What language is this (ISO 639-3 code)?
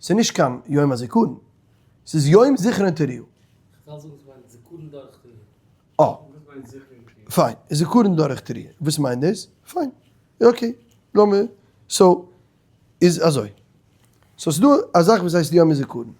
yid